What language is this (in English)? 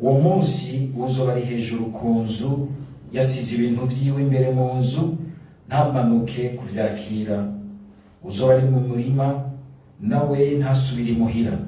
Rundi